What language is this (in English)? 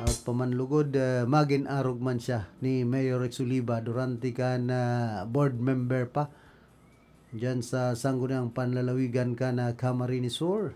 Bikol